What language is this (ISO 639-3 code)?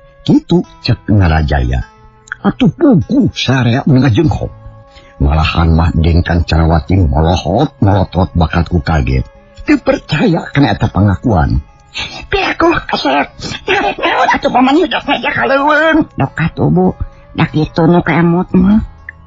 sun